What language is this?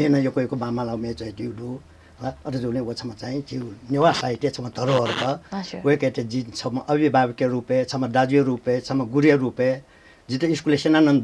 Newari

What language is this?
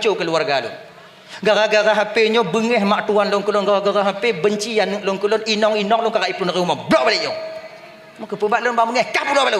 Achinese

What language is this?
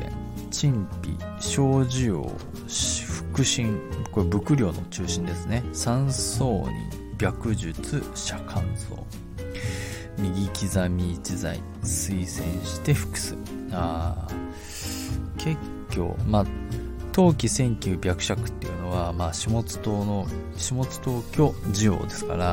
Japanese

